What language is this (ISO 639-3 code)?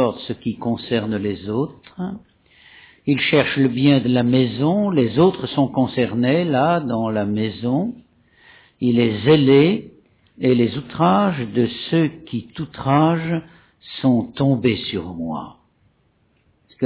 fra